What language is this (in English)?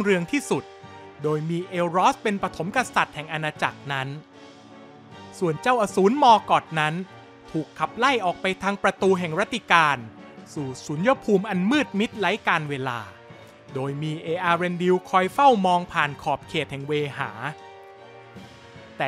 Thai